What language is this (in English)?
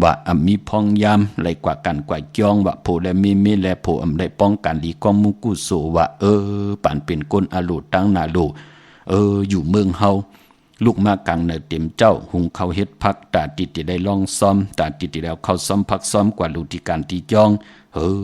Shan